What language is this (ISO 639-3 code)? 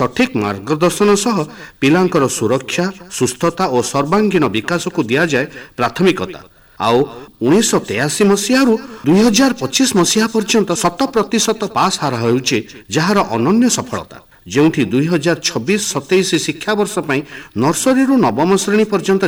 ori